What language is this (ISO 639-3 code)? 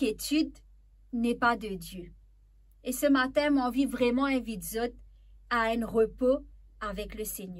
mfe